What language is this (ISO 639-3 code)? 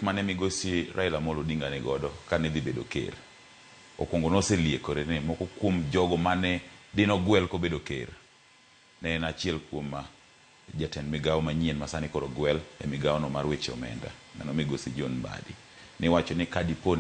luo